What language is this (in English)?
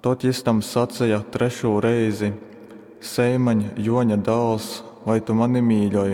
Latgalian